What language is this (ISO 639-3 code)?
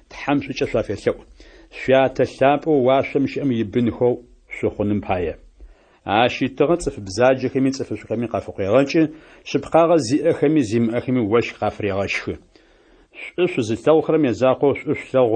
ady